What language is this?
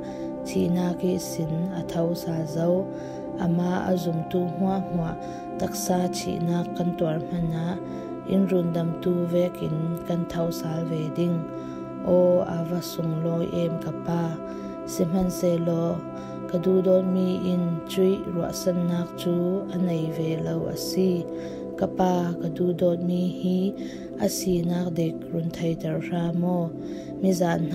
Falam Chin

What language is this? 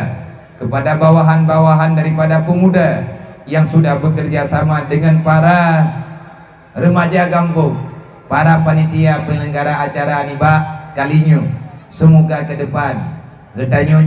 Achinese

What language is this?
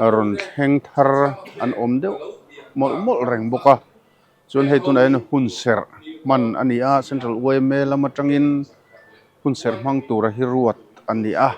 Mizo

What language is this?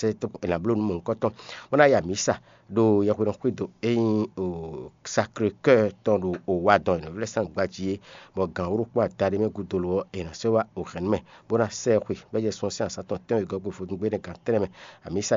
Fon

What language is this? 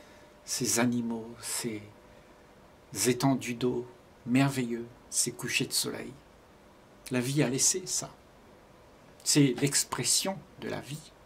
French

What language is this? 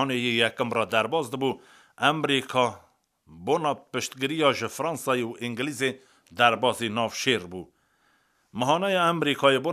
Kurdish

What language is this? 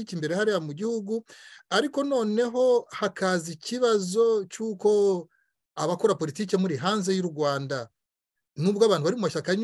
Kinyarwanda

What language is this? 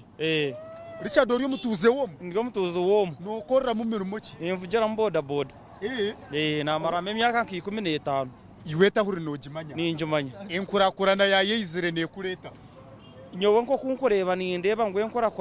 Nyankole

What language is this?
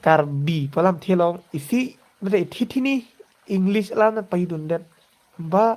Karbi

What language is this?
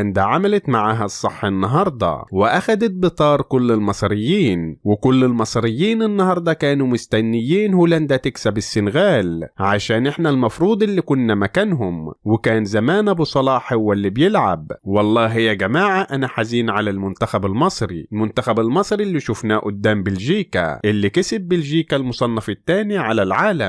Egyptian Arabic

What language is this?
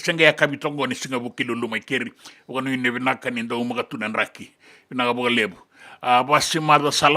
Fijian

